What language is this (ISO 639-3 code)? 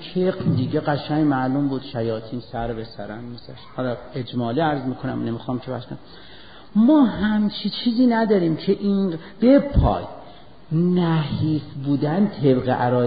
fas